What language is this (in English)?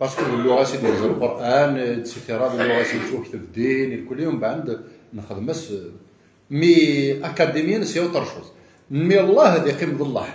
Kabyle